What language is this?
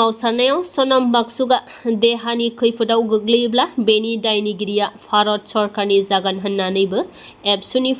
Bodo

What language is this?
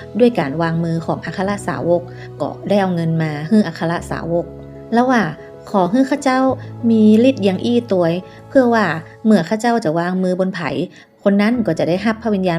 Northern Thai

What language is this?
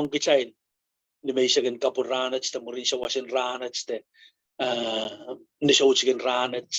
Pohnpeian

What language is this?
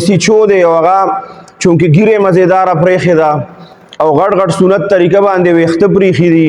Pashto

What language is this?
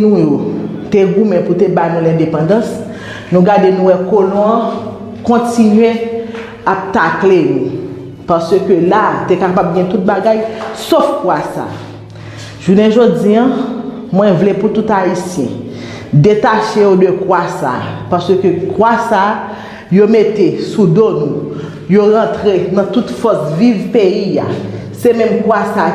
Haitian Creole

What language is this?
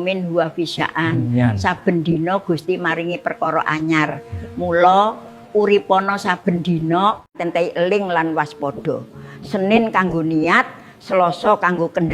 Javanese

